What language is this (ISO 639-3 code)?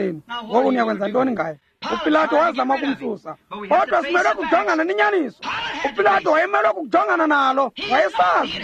xho